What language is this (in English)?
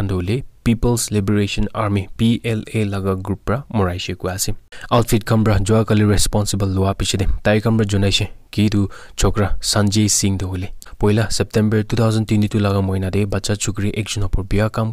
Naga Pidgin